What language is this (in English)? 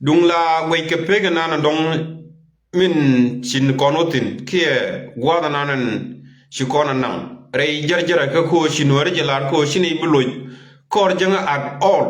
Nuer